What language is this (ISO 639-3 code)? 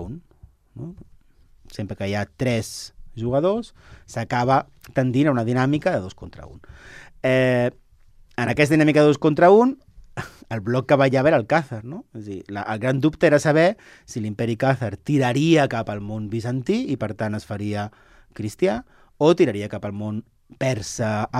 cat